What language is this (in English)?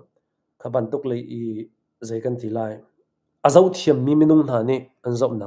Hakha Chin